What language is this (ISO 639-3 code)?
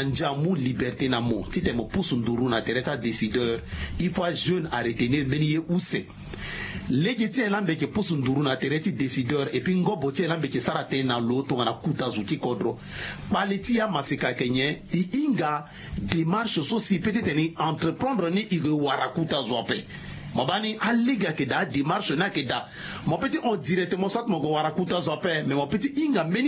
sag